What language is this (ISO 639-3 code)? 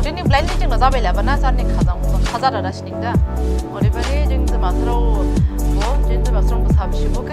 dis